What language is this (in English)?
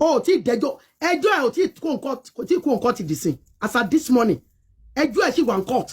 Yoruba